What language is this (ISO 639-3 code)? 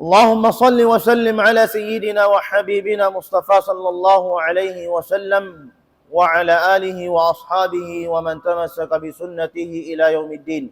tsg